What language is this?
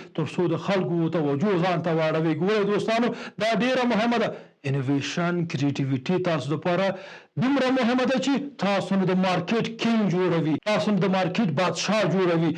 Pashto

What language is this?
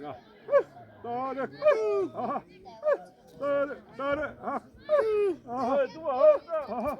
Xavánte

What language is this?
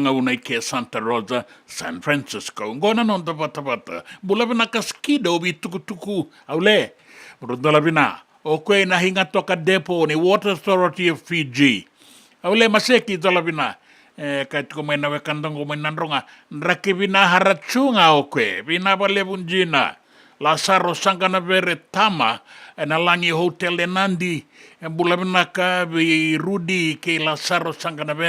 Fijian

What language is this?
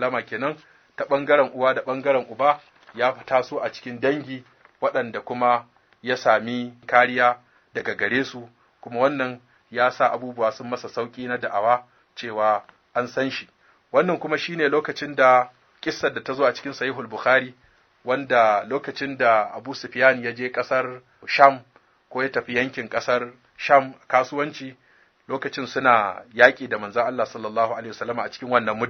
Hausa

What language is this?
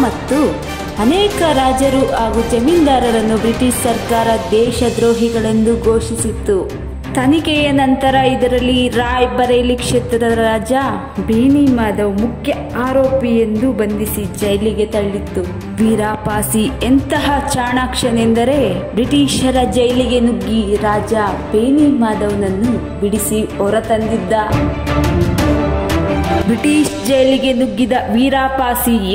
Kannada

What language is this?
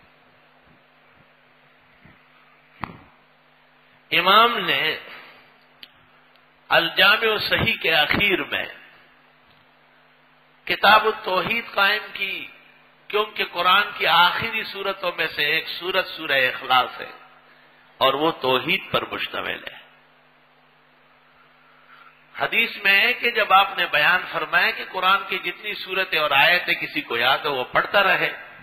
Urdu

